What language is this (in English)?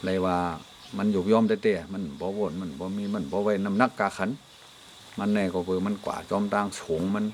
Shan